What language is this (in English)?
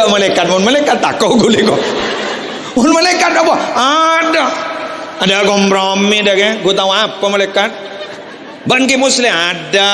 Madurese